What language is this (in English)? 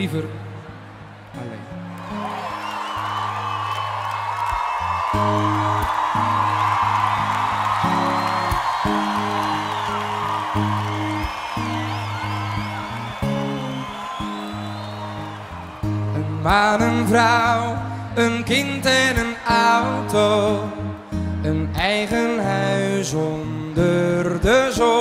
Dutch